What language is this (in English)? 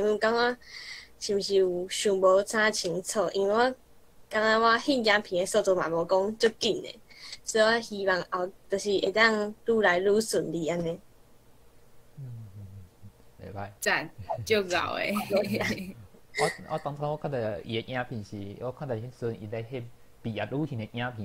Min Nan Chinese